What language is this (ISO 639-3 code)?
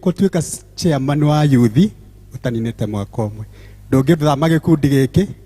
kik